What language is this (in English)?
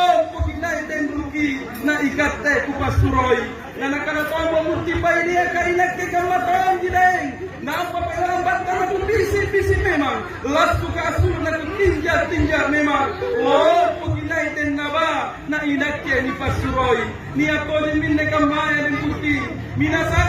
Makasar